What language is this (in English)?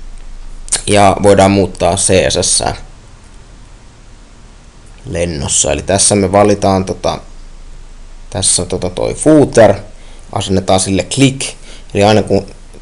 Finnish